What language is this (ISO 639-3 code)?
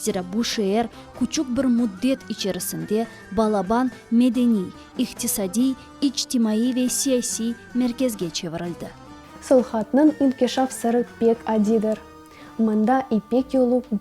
crh